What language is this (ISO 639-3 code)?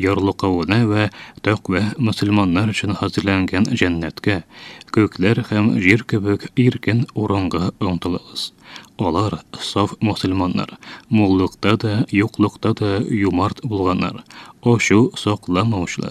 tat